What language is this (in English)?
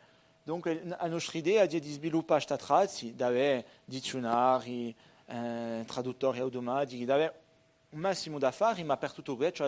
Corsican